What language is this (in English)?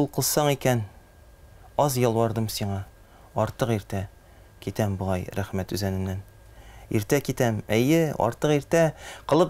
Tatar